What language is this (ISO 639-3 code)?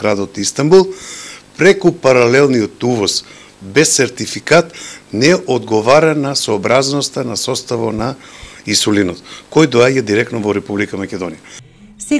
mkd